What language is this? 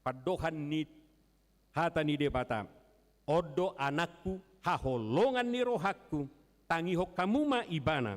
Batak Toba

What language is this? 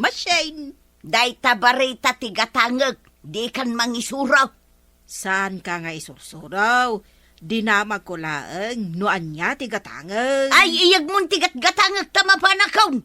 Iloko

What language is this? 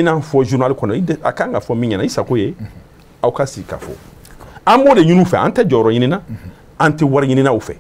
Bambara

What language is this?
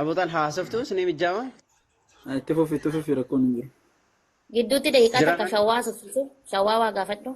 Oromo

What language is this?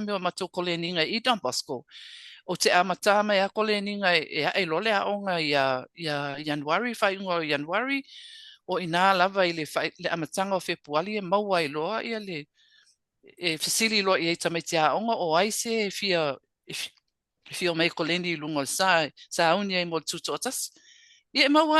Samoan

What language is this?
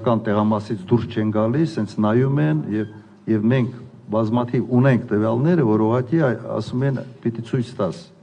Armenian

